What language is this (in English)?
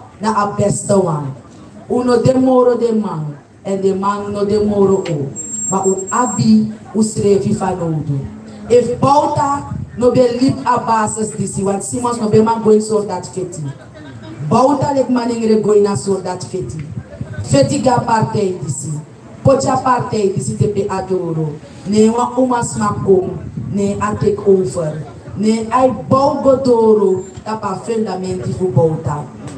Sranan Tongo